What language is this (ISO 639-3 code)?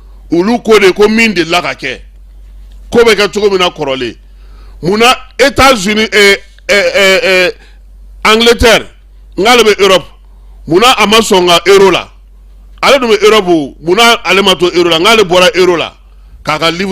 bam